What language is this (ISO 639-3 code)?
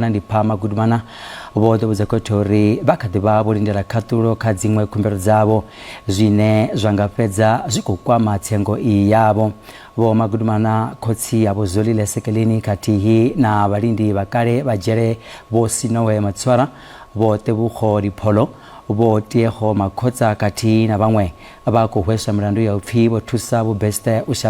ven